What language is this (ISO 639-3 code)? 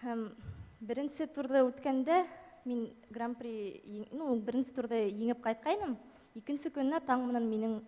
bak